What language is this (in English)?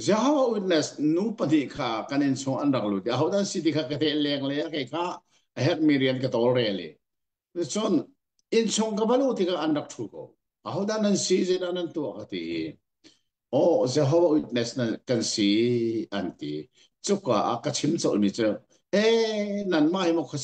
Hakha Chin